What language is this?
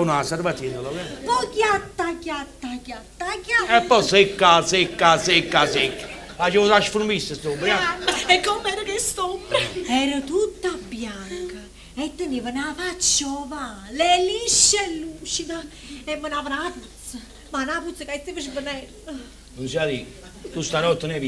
Neapolitan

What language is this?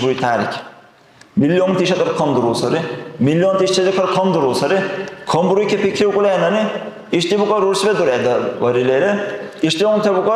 Dargwa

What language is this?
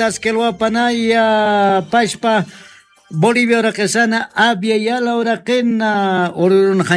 Aymara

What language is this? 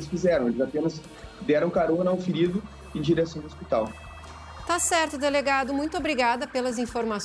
Portuguese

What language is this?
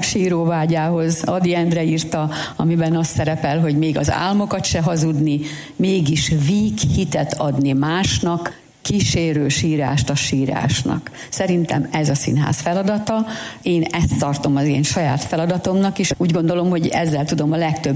Hungarian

